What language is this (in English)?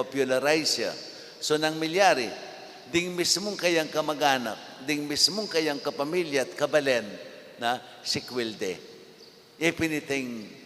Pampanga